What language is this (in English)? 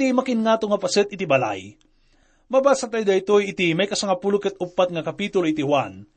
Iloko